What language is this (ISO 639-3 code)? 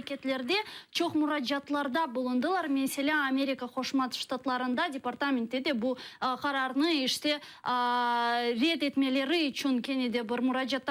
crh